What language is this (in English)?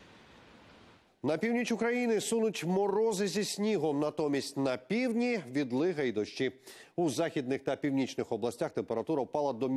Ukrainian